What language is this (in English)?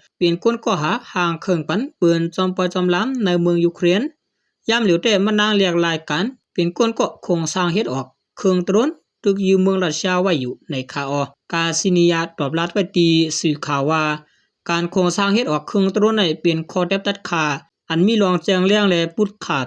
Shan